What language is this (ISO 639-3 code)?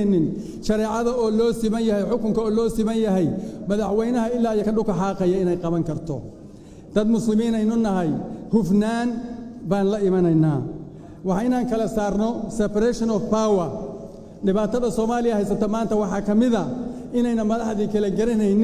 som